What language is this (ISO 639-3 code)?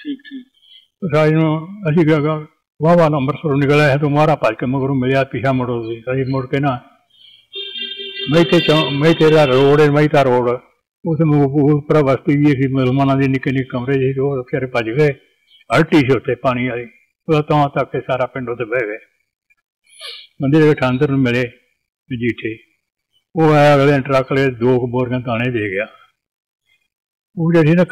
pan